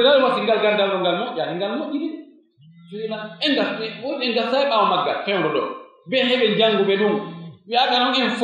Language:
Pular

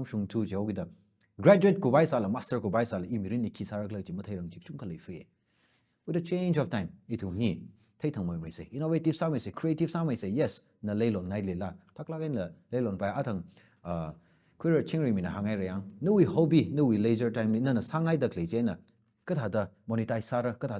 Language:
Tangkhul Naga (India)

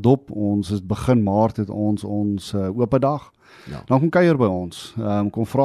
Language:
Afrikaans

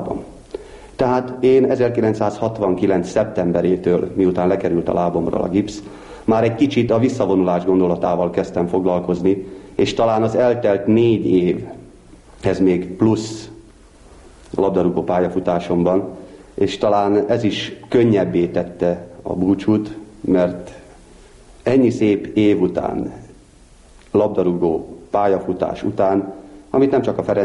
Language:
Hungarian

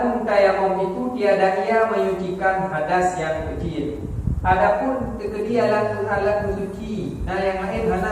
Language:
Achinese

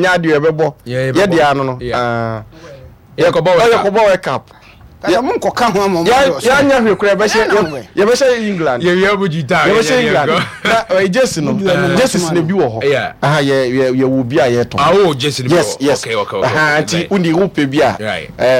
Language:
Akan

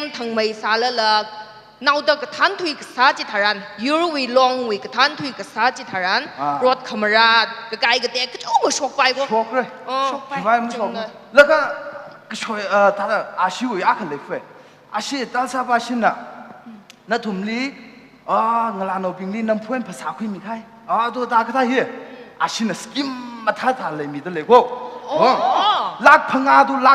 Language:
Tangkhul Naga (India)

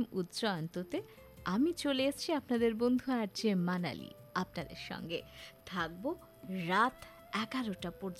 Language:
Bangla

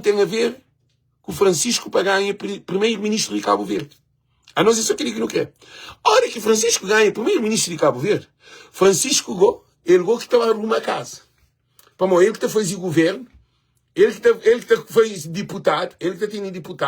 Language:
Kabuverdianu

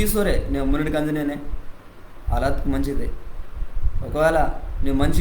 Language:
Koya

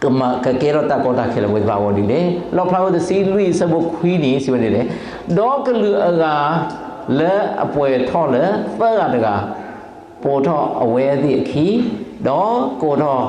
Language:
S'gaw Karen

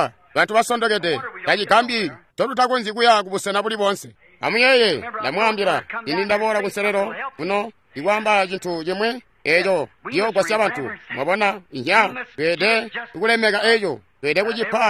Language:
Tonga (Zambia)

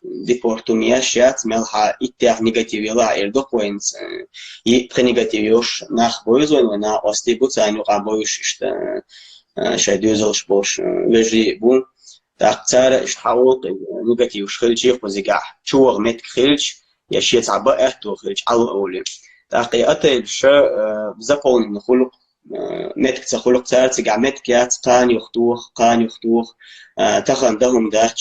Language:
Chechen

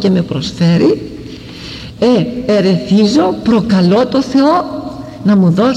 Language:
Greek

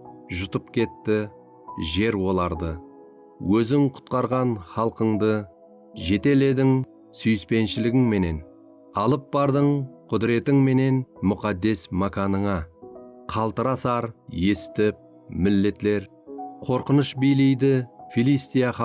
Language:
Kara-Kalpak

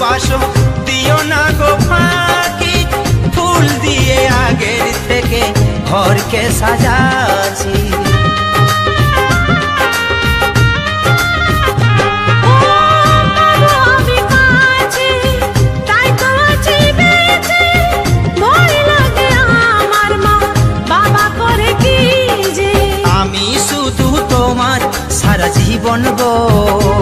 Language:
Bangla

